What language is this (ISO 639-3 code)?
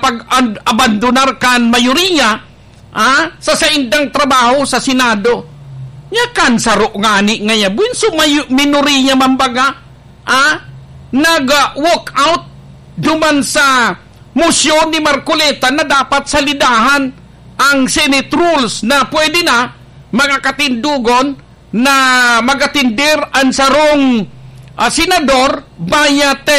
bik